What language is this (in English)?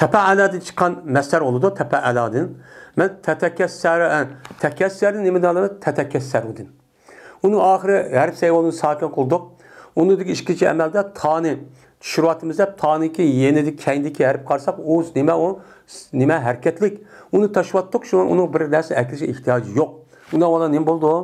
Uyghur